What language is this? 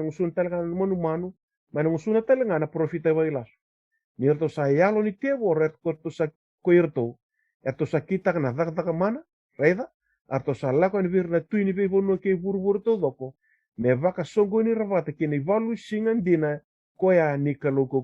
Fijian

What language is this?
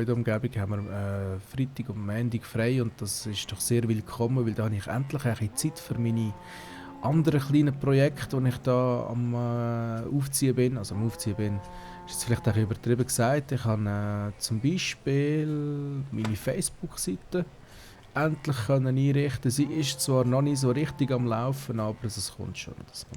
Swiss German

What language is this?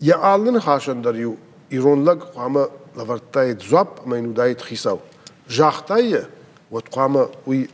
Ossetic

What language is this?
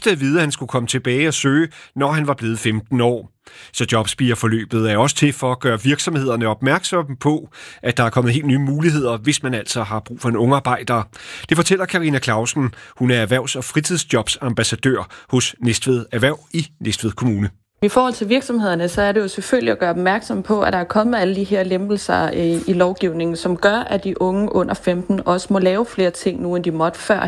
Danish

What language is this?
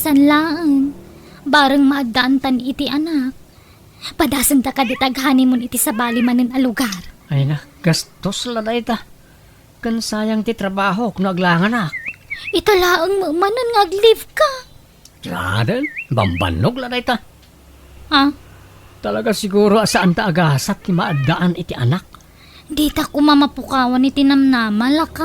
Iloko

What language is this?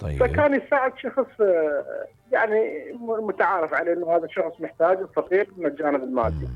Mesopotamian Arabic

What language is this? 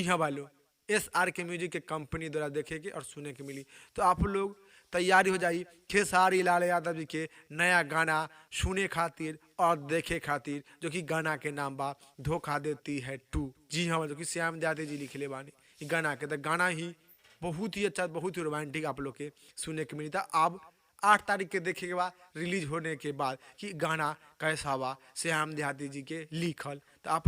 Bhojpuri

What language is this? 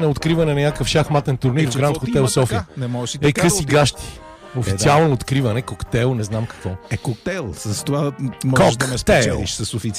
Bulgarian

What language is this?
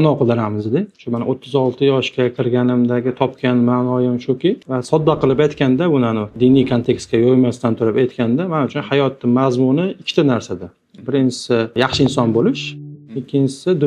Uzbek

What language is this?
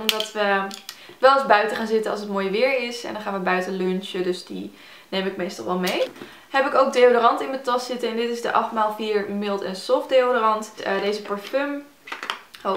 Dutch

